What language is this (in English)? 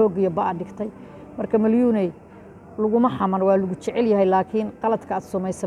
Somali